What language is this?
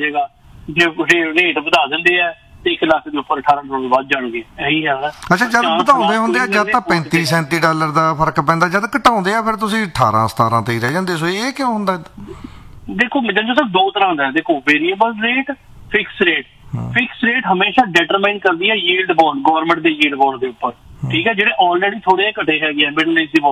Punjabi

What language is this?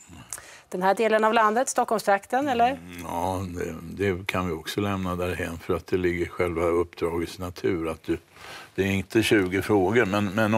Swedish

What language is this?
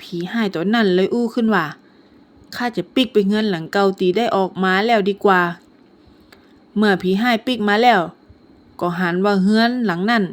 Northern Thai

